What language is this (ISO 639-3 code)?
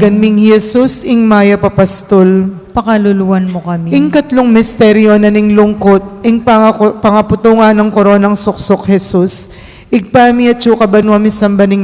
pam